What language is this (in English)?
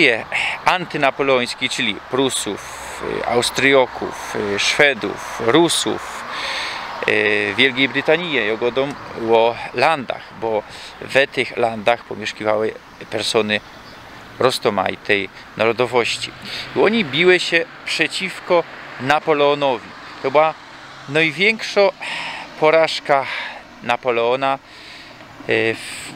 Silesian